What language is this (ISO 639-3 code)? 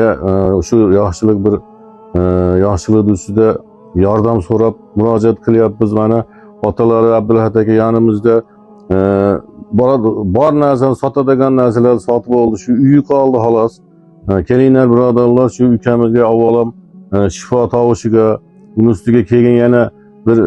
uzb